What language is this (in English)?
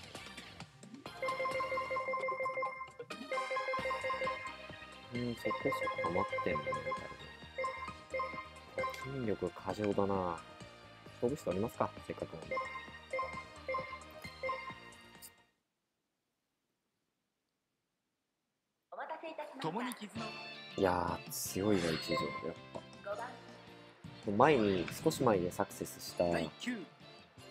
Japanese